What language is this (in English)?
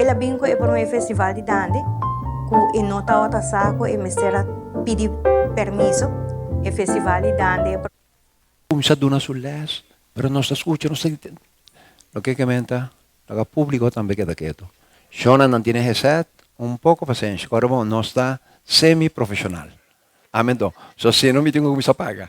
Papiamento